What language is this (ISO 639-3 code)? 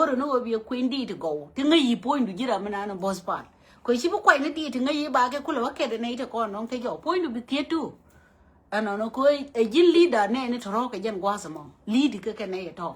nus